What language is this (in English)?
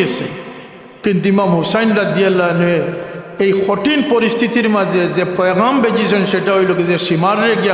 Sylheti